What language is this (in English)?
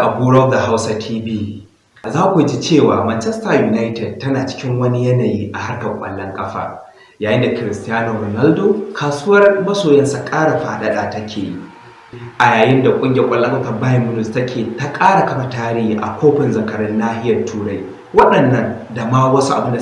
Hausa